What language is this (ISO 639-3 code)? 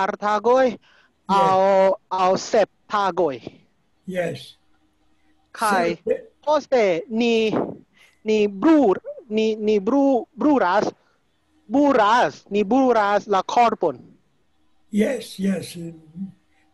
epo